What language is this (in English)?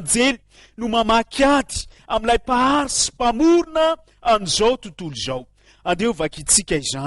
Malagasy